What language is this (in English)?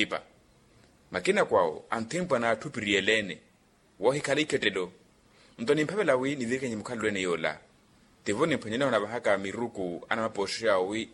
Makhuwa